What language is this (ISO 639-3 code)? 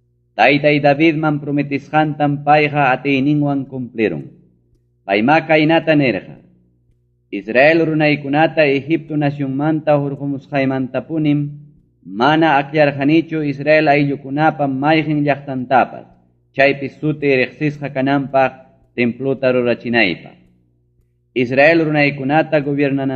quy